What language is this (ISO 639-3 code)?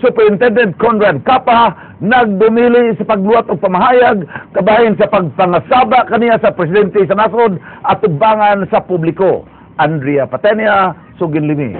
ceb